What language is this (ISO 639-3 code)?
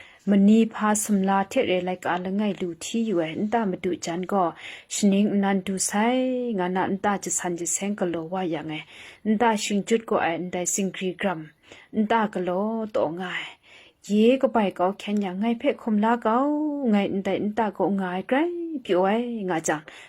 kac